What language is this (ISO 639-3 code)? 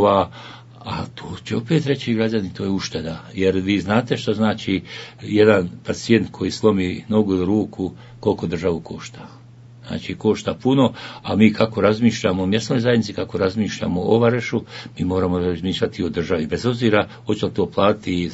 bos